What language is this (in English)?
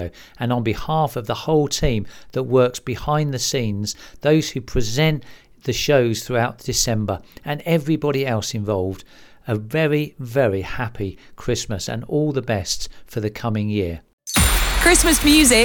English